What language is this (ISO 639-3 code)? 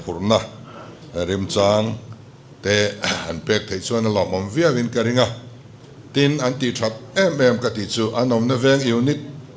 lus